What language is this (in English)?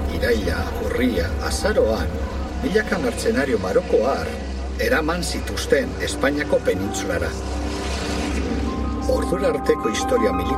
Basque